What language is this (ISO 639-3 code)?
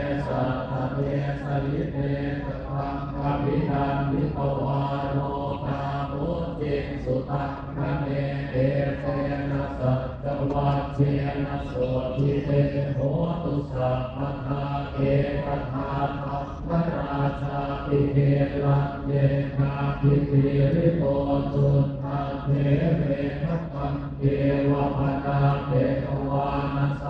pli